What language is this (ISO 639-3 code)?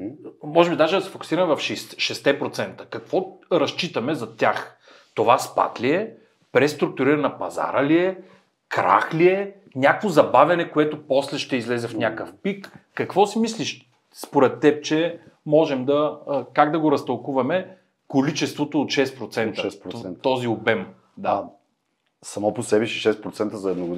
bul